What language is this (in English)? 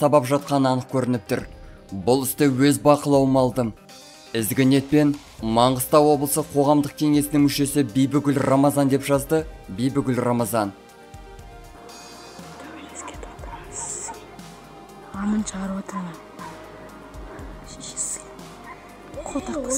Kazakh